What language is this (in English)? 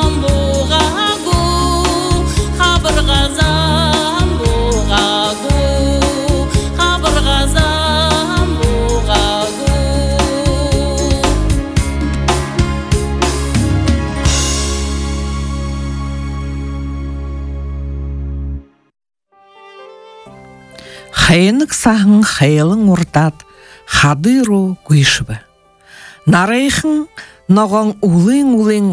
Buriat